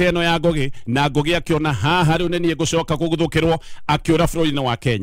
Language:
Kikuyu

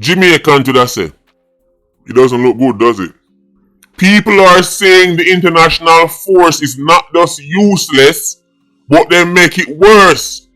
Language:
Jamaican Creole English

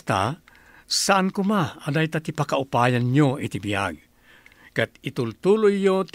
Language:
Iloko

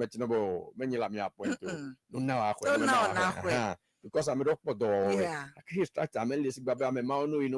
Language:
Ewe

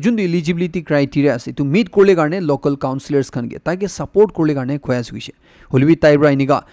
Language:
Naga Pidgin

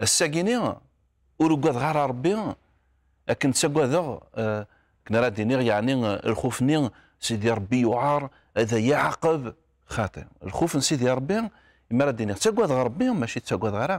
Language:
Kabyle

